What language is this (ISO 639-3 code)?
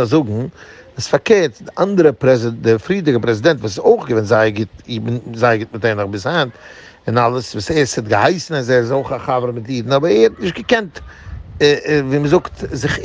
yid